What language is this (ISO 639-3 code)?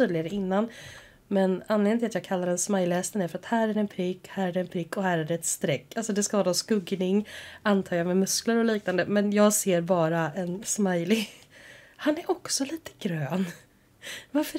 swe